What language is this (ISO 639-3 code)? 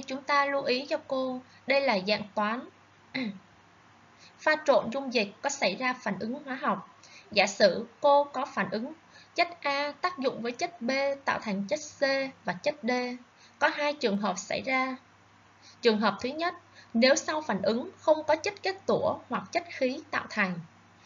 vie